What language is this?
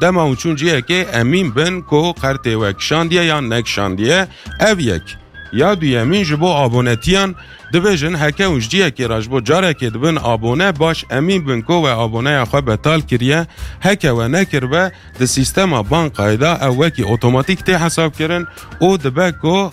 Kurdish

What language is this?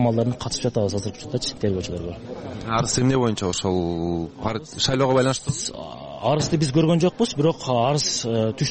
Kyrgyz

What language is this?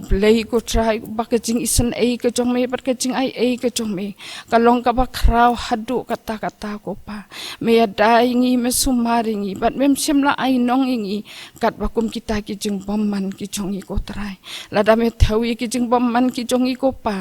Khasi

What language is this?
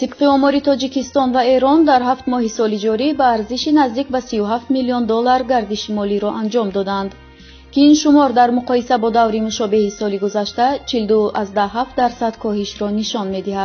Tajik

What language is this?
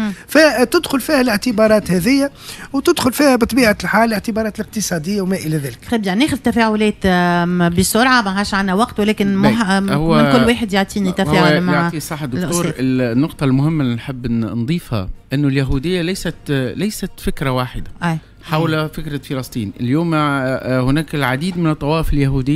Tunisian Arabic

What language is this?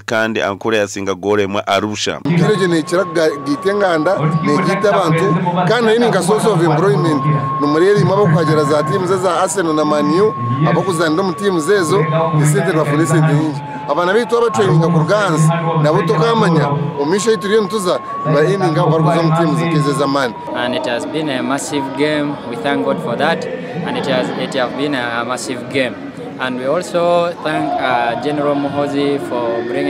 Nyankole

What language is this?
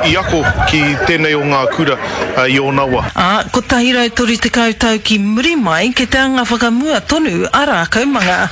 Māori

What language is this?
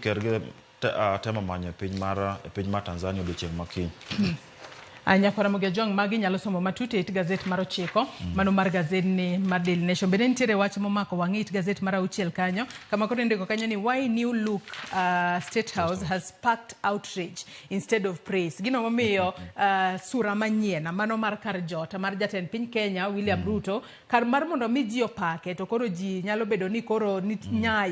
Luo (Kenya and Tanzania)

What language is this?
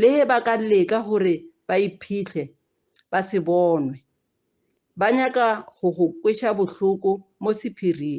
Northern Sotho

